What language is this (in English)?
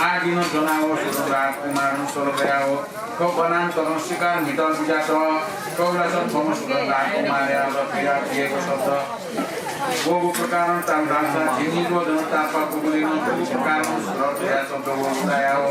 Newari